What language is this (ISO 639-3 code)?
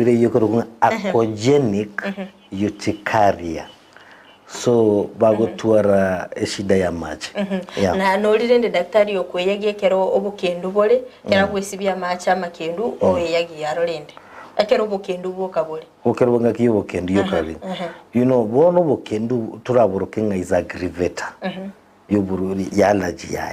guz